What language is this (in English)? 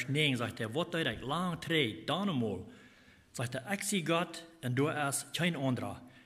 Plautdietsch